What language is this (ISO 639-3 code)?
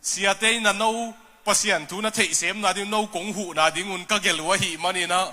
ctd